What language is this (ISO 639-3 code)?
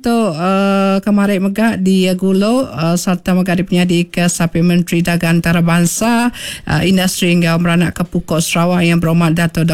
iba